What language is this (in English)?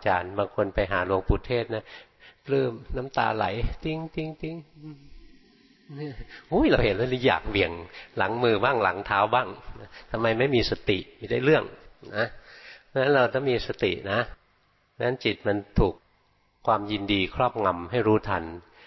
Thai